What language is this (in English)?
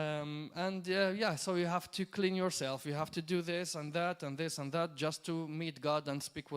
English